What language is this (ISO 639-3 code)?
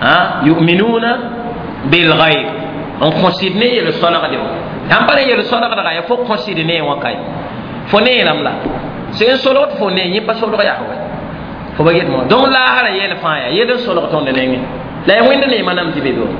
mos